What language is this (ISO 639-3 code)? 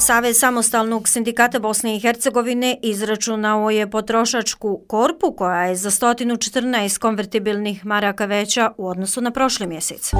bos